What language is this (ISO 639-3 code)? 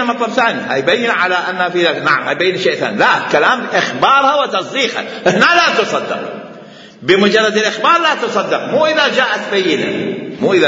acm